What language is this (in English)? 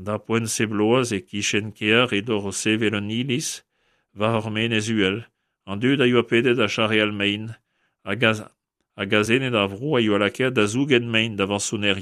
Breton